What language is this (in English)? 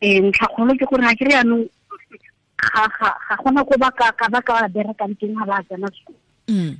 Tswana